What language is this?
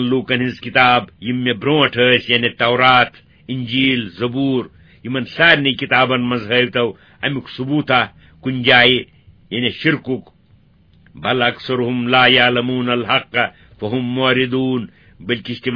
Kashmiri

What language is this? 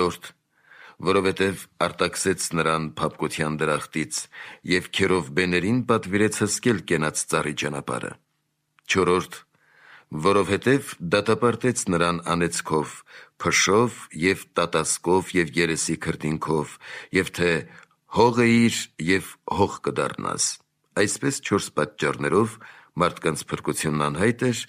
Armenian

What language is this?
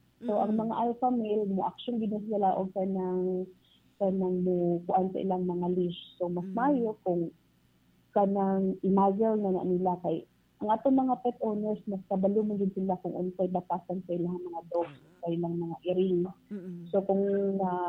Cebuano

